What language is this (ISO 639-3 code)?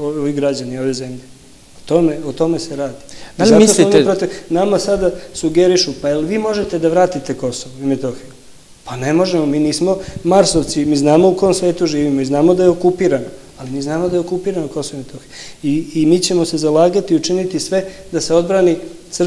srp